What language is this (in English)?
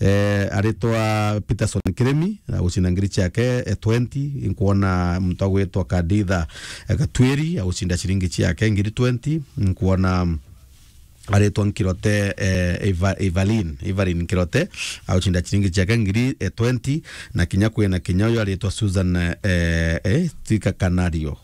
Meru